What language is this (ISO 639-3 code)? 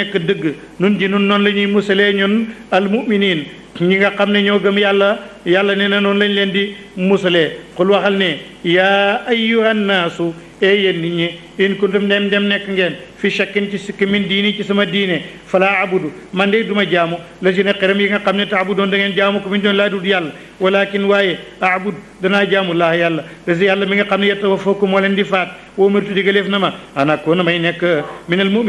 wol